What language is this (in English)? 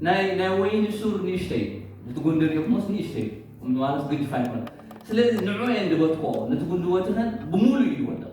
Tigrinya